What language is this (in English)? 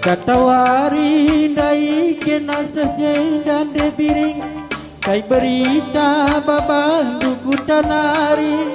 Batak Karo